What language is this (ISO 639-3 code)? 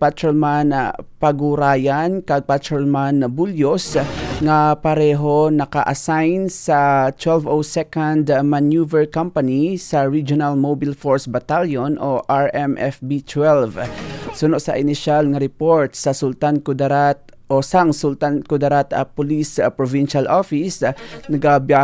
hil